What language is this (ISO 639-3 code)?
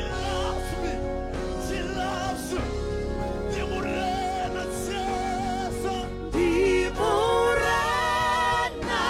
ven